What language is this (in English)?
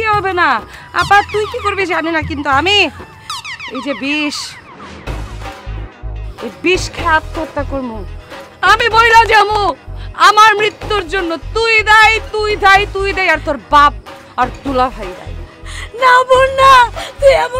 Bangla